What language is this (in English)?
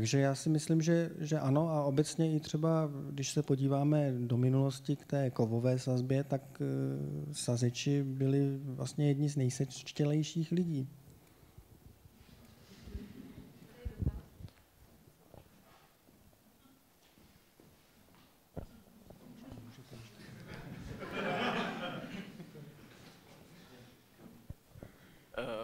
Czech